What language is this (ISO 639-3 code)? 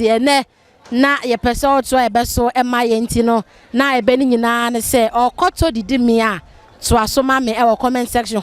aka